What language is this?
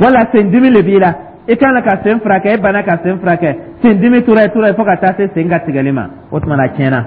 Dyula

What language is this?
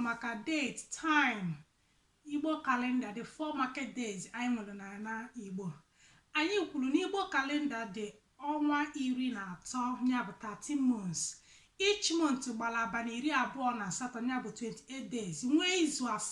Igbo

